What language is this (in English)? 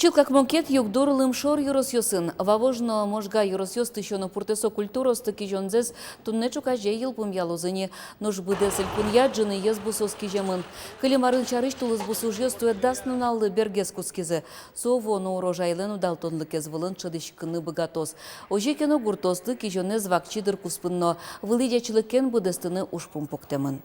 Udmurt